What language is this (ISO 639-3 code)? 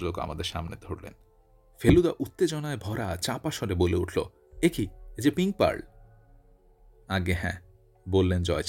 ben